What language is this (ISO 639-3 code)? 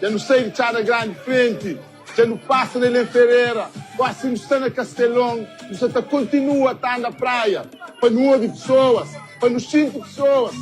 kea